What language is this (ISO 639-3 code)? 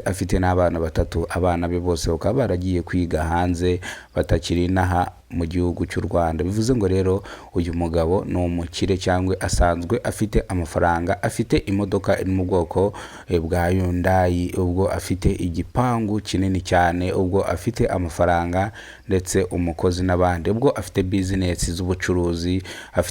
kin